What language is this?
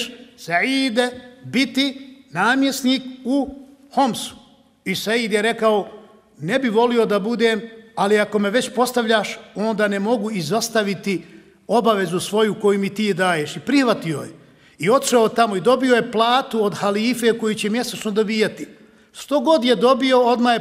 Bosnian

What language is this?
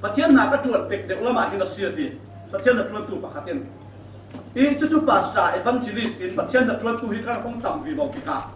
Falam Chin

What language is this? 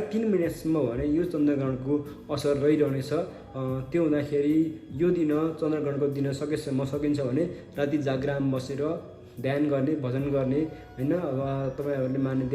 Nepali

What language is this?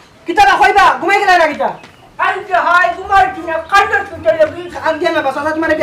Sylheti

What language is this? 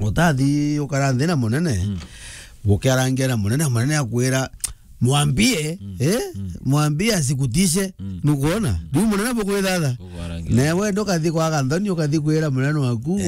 Meru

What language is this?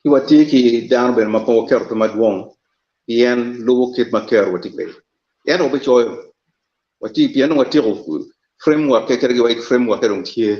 Acoli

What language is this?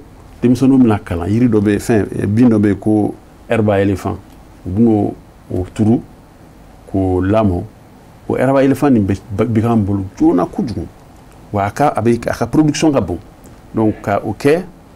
Bambara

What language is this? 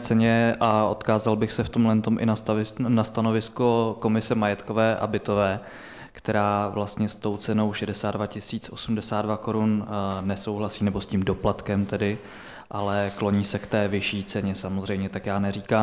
Czech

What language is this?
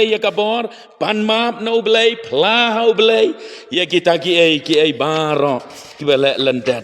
Khasi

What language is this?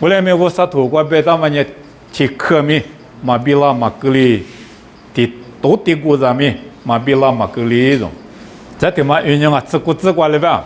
Lisu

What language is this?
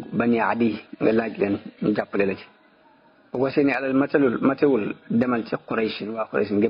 Wolof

